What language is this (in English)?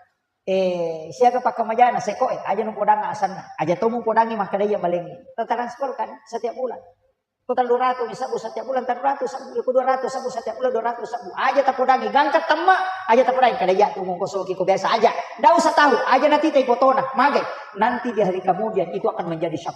Buginese